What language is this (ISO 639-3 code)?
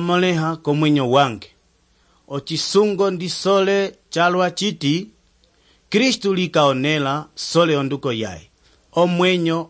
umb